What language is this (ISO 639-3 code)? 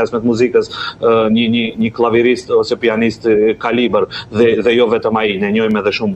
sqi